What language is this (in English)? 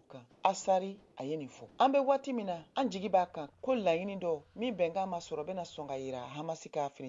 Bambara